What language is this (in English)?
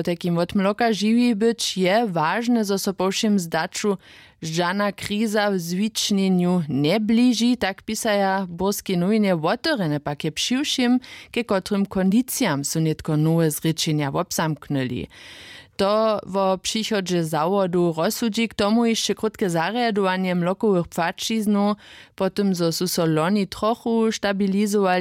Upper Sorbian